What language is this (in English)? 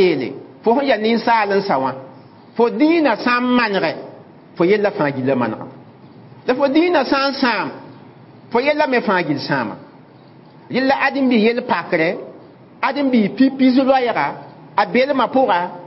Mossi